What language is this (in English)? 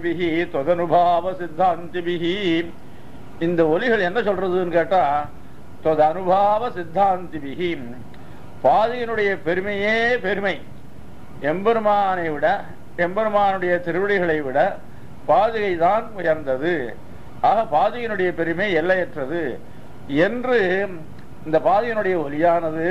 Tamil